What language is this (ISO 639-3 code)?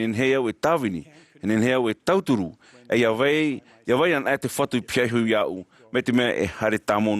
tah